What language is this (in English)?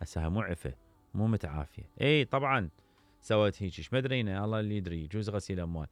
Mesopotamian Arabic